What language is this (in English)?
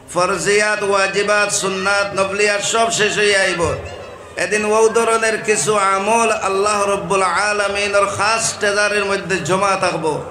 Sylheti